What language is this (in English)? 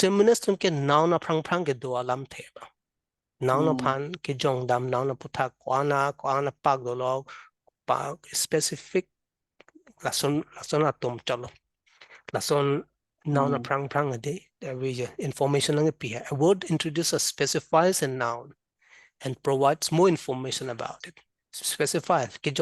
Karbi